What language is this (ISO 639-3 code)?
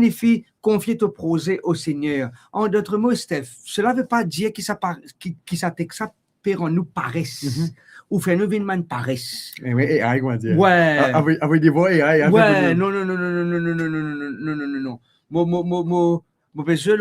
mfe